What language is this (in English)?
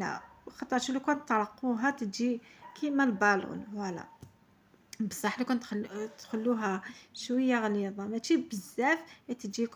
Algerian Arabic